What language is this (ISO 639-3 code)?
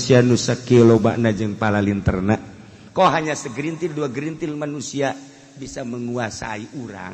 sun